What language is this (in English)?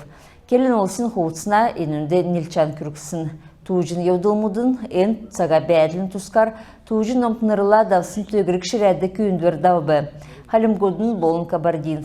Kalmyk